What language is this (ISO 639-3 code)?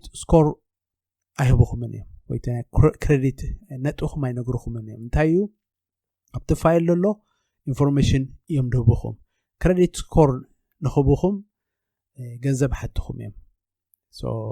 tir